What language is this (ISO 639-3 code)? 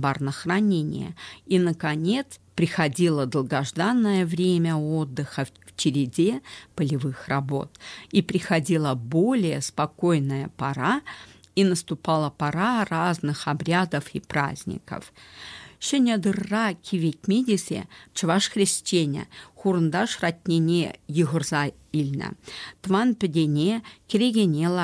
chv